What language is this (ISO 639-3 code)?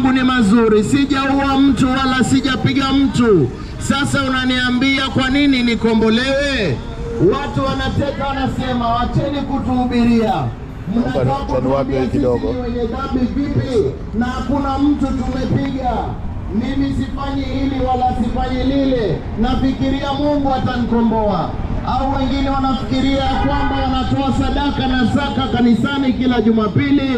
swa